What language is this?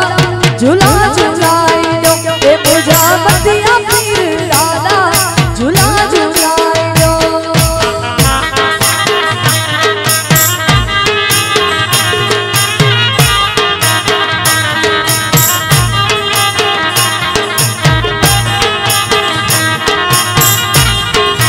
Hindi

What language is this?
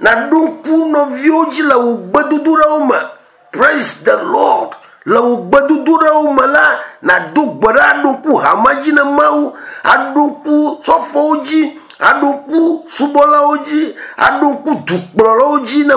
Ewe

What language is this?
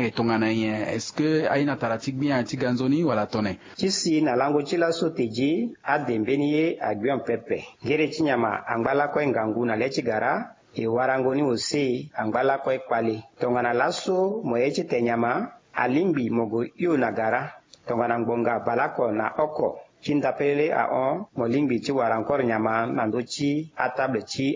Sango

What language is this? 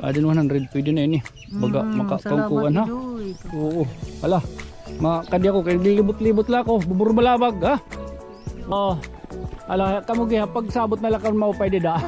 Waray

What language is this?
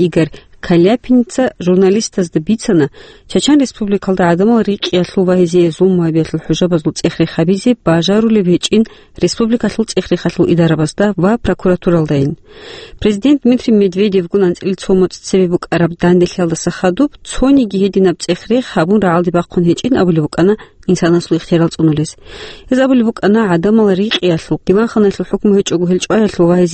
Avaric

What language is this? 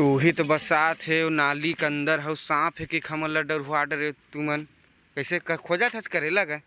Chhattisgarhi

